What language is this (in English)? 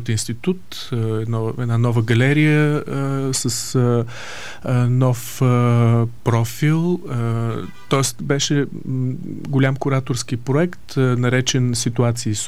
Bulgarian